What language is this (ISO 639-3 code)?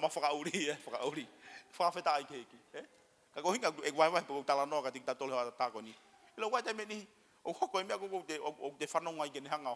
ton